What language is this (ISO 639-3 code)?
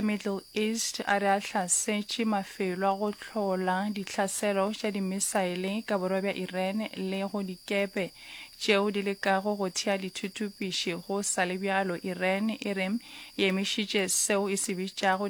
nso